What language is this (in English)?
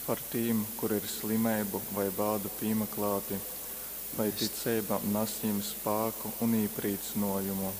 Latgalian